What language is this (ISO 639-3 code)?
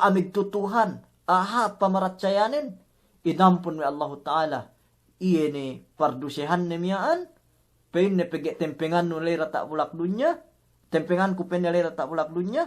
yka